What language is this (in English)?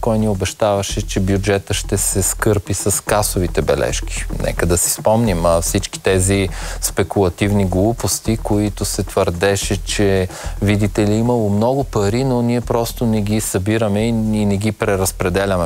Bulgarian